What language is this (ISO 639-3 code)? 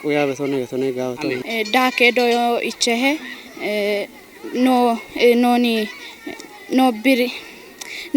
kbr